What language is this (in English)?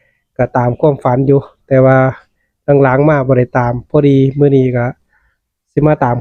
Northeastern Thai